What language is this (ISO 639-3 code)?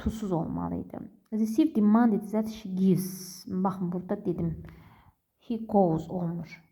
aze